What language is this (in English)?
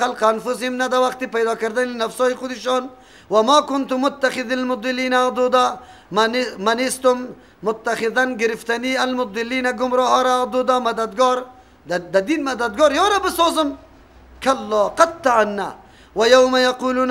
Persian